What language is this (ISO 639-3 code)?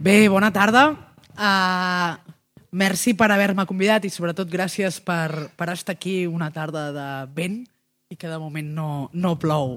cat